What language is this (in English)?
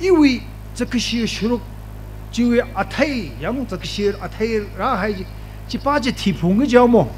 Tangkhul Naga (India)